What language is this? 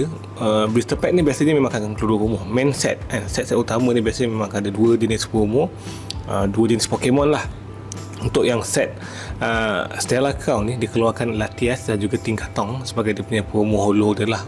Malay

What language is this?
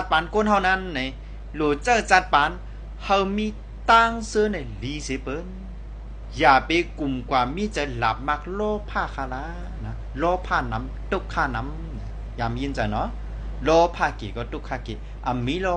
Shan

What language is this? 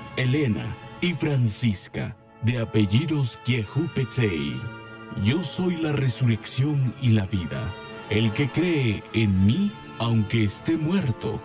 Spanish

